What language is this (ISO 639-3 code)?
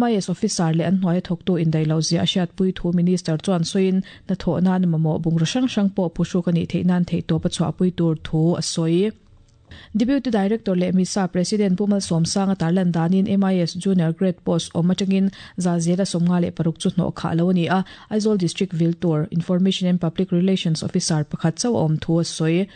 lus